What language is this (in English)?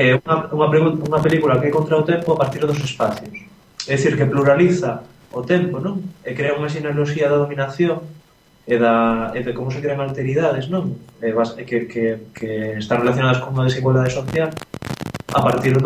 Galician